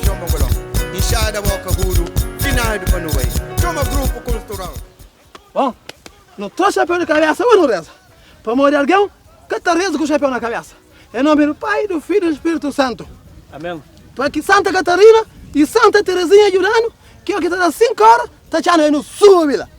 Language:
Kabuverdianu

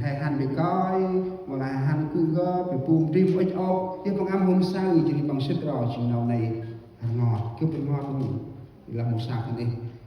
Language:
Central Mnong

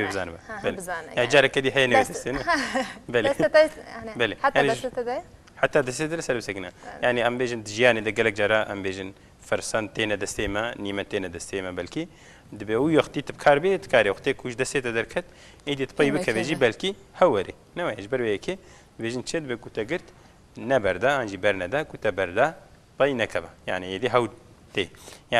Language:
Kurdish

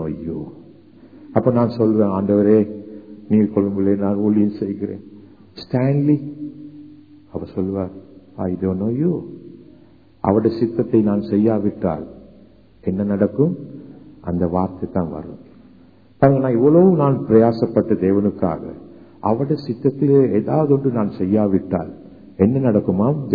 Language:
Tamil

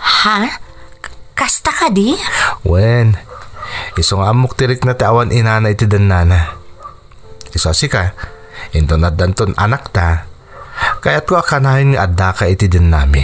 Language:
Iloko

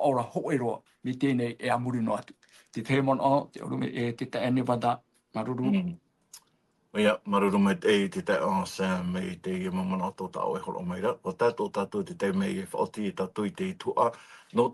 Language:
Tahitian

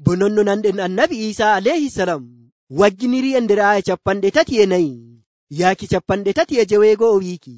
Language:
Nigerian Fulfulde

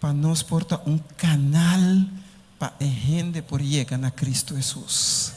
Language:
Papiamento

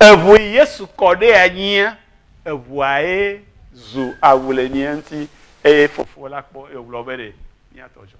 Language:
Ewe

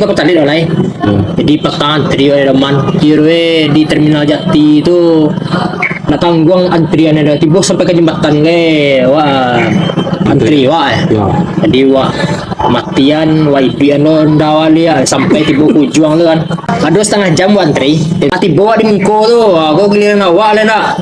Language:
Minangkabau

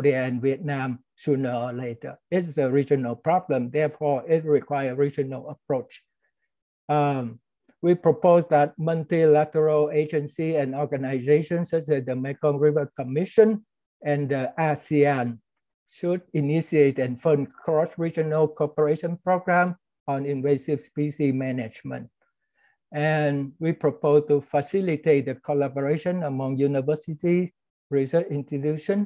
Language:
English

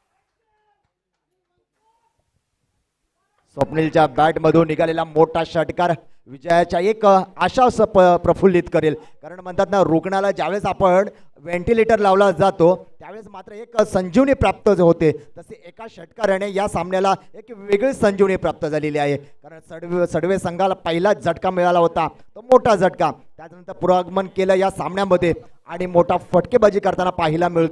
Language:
Marathi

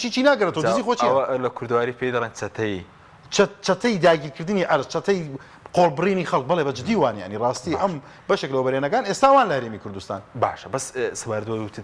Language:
Central Kurdish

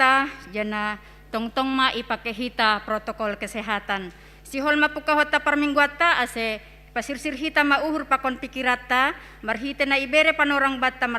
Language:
Batak Simalungun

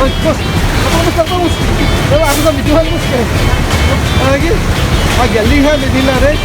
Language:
Cebuano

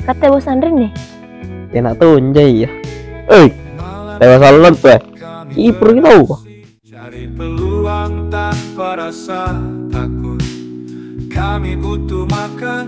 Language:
Makassar Malay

